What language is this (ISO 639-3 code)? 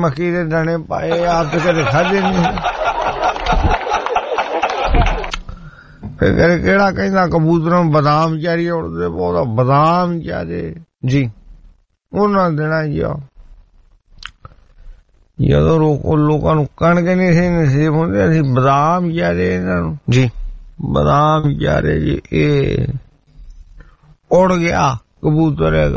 pan